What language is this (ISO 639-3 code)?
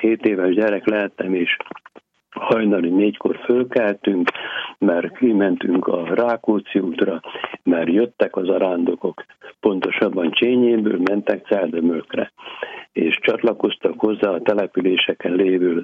hun